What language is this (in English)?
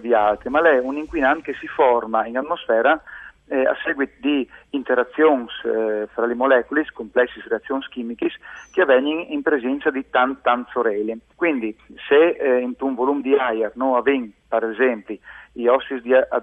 Friulian